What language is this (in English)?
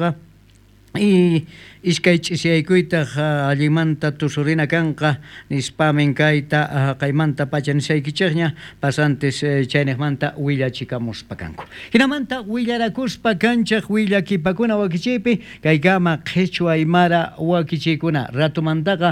South Bolivian Quechua